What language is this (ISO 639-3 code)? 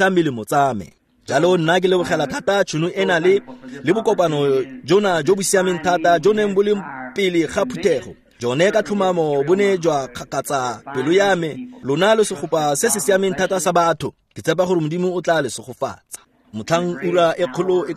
tsn